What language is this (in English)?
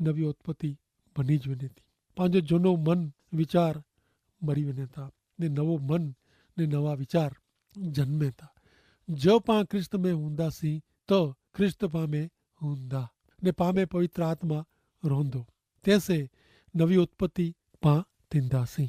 Kachhi